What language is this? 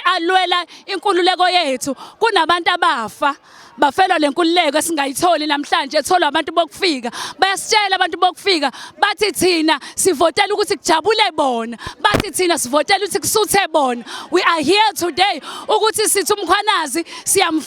Zulu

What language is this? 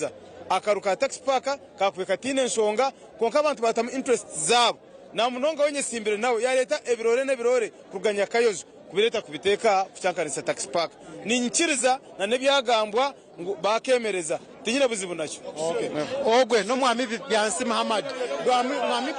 Nyankole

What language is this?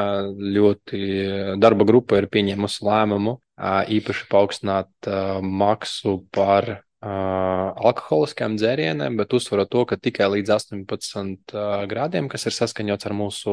Latvian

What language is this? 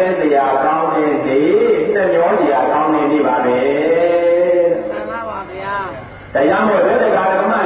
Burmese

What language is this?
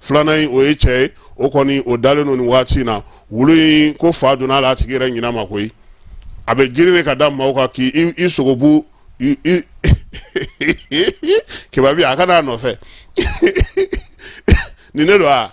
Bambara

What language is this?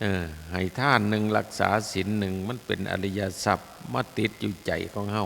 Northeastern Thai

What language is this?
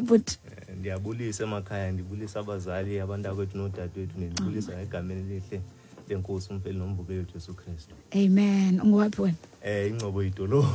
Xhosa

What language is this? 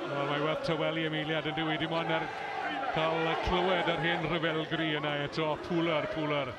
Welsh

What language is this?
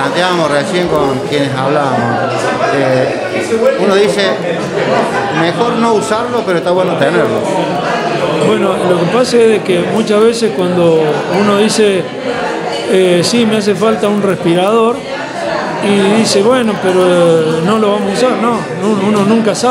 Spanish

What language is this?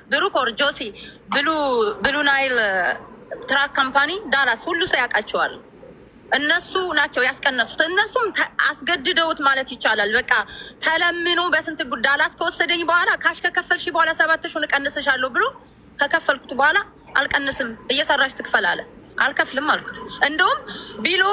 Amharic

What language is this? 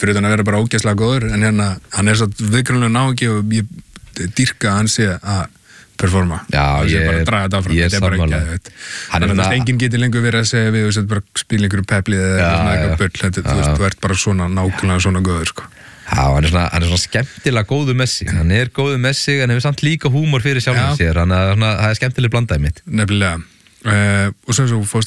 Icelandic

